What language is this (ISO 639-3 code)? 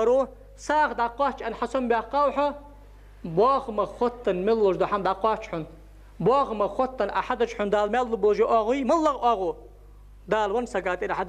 inh